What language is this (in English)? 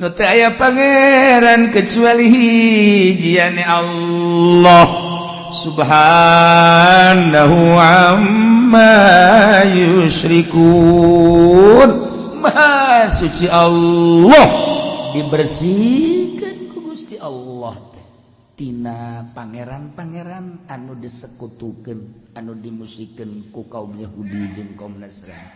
Sundanese